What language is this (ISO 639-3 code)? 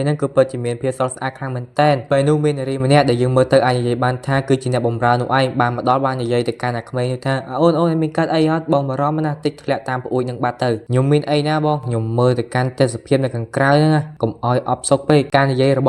khm